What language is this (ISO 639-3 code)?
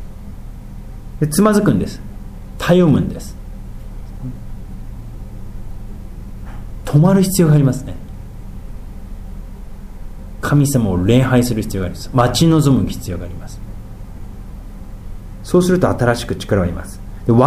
jpn